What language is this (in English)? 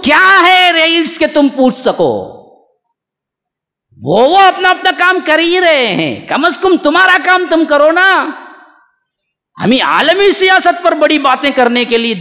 Urdu